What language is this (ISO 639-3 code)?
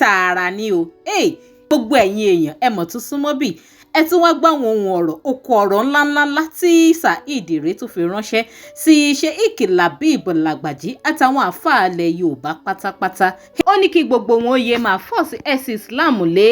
yor